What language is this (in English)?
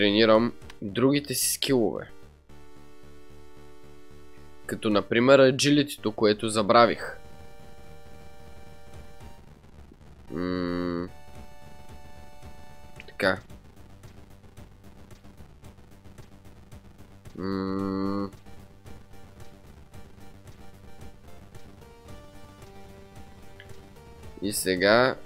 Bulgarian